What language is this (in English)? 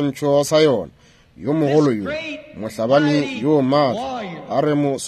Northern Sotho